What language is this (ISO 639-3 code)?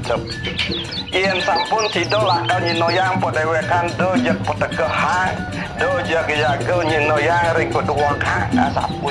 ban